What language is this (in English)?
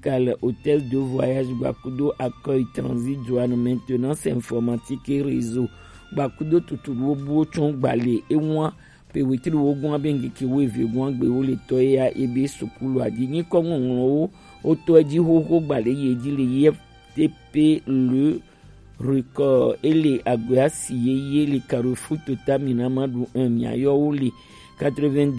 Gen